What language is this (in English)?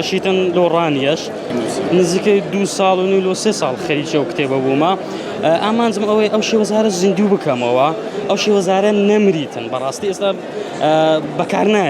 Central Kurdish